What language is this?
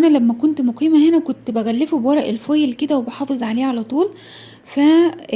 Egyptian Arabic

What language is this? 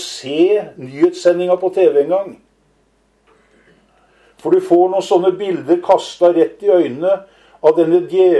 Norwegian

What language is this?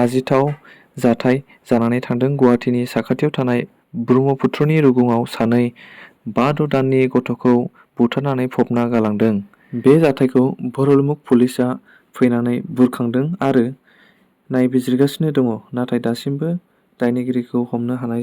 Bodo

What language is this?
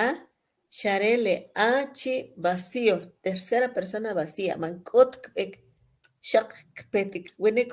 Kʼicheʼ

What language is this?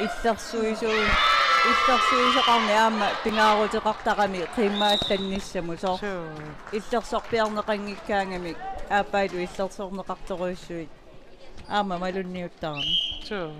Kalaallisut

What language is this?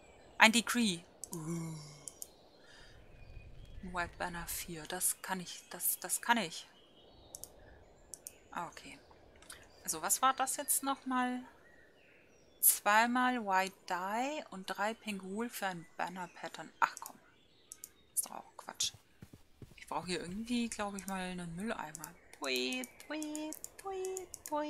German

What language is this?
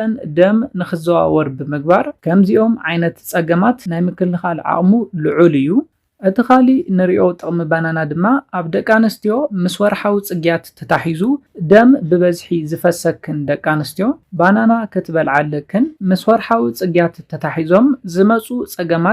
Tigrinya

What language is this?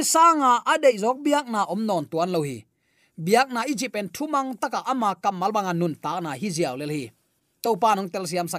Tedim Chin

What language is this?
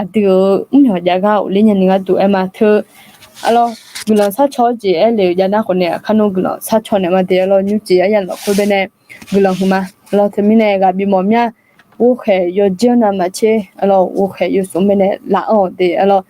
Akha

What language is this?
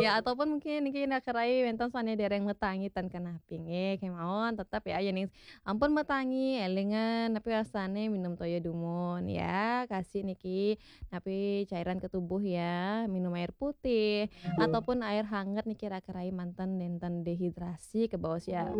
Balinese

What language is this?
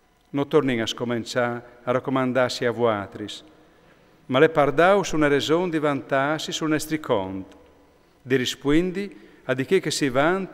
Friulian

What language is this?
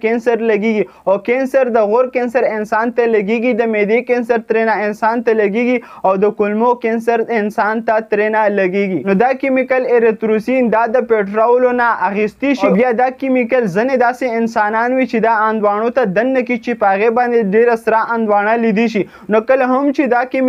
Pashto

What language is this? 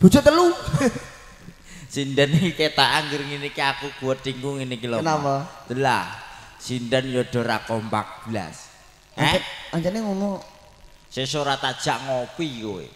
Javanese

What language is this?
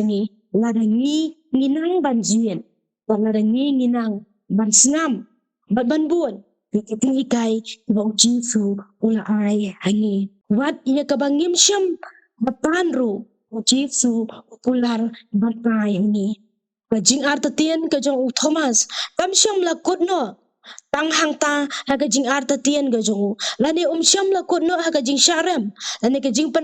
Khasi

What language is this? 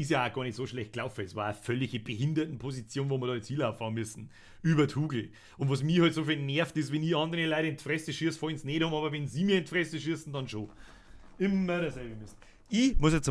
Bavarian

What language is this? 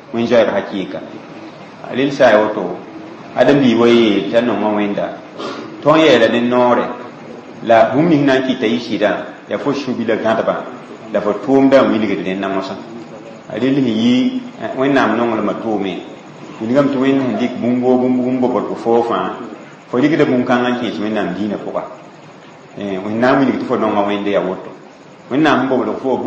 Mossi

